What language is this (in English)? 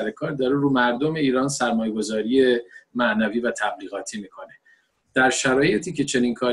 Persian